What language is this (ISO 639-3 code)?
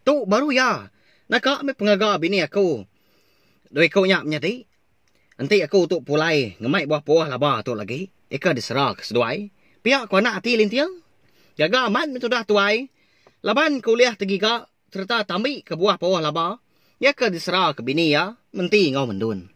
iba